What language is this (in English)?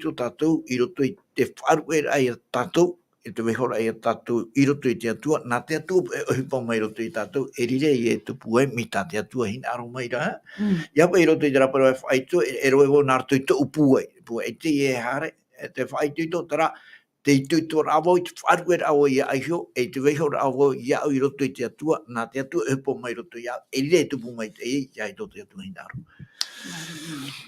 Tahitian